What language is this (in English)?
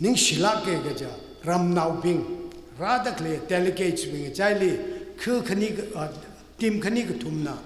Tangkhul Naga (India)